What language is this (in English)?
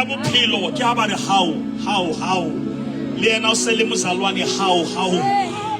Southern Sotho